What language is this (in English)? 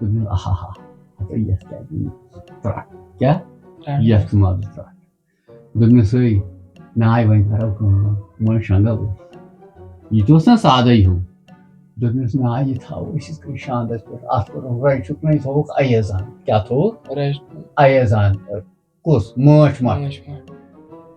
Kashmiri